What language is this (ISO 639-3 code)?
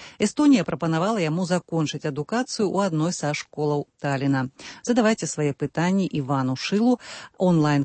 bel